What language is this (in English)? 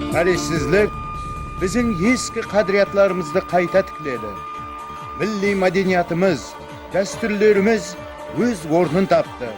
Kara-Kalpak